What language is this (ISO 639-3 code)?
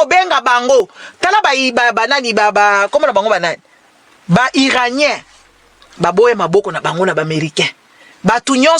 lin